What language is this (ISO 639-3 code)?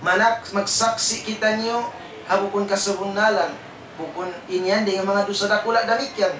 tsg